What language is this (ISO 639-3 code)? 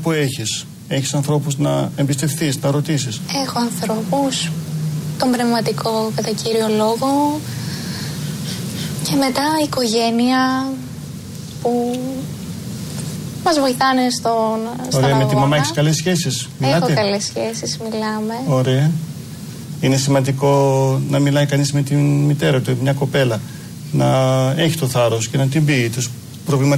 ell